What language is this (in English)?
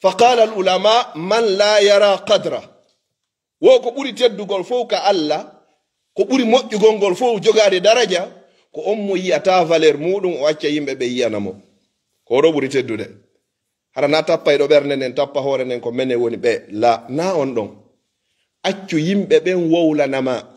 Fula